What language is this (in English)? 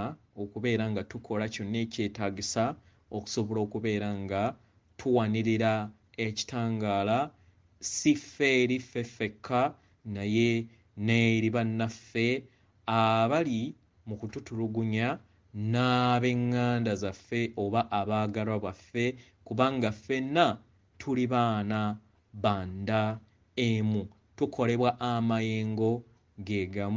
Ganda